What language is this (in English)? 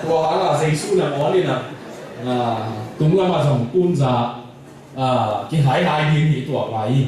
Tedim Chin